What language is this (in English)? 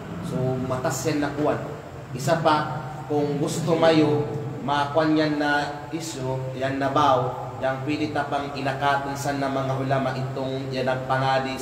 Kalagan